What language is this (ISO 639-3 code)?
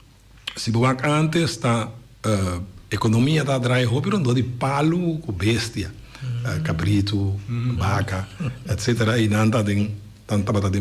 pap